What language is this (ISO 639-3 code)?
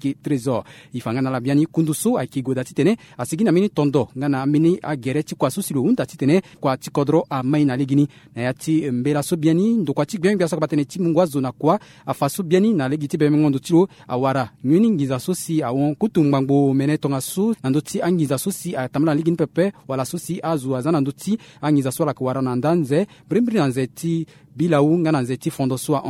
sag